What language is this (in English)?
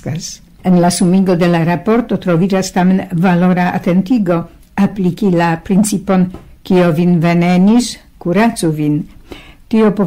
Esperanto